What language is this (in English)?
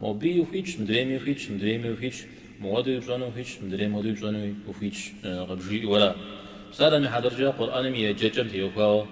Kabardian